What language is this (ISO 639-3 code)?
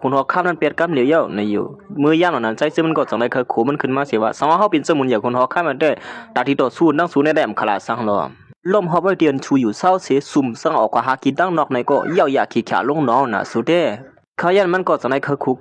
shn